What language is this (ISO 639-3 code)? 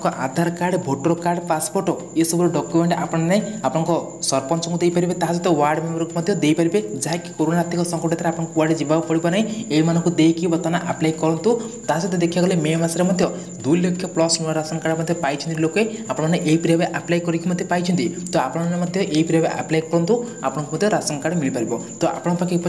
ori